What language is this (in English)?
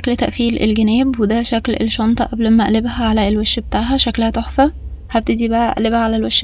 Egyptian Arabic